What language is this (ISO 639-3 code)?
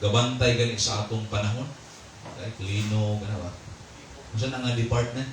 ceb